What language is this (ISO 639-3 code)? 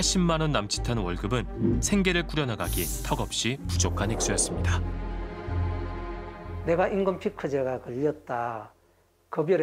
kor